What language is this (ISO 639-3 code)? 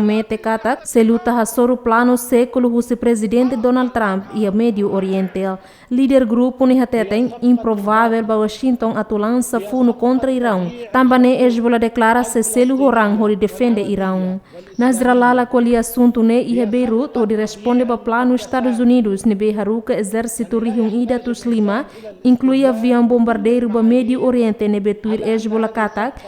tet